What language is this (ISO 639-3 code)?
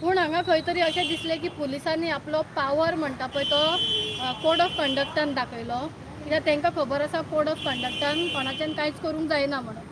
kok